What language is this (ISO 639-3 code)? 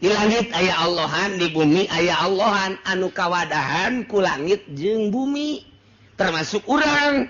sun